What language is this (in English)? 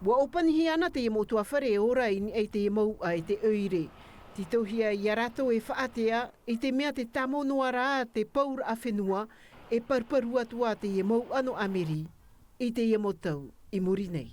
Tahitian